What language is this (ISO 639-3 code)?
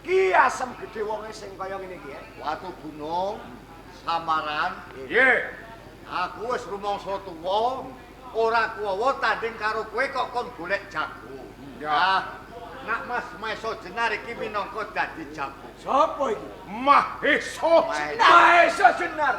jav